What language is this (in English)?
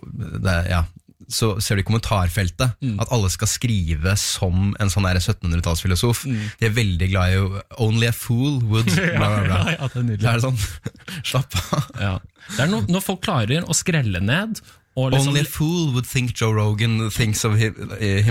Norwegian